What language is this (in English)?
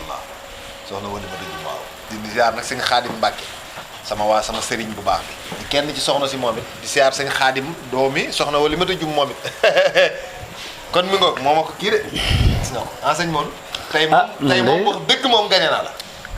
Wolof